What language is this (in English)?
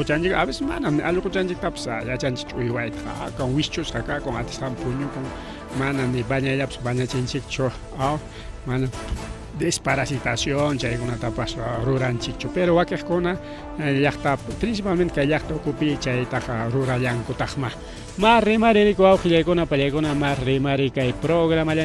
Ayacucho Quechua